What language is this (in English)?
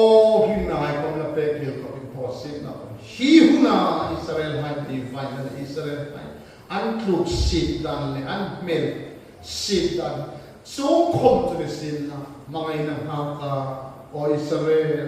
Hmar